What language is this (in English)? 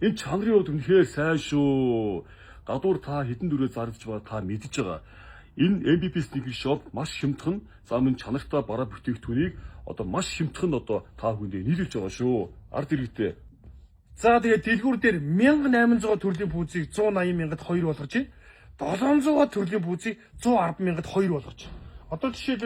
Mongolian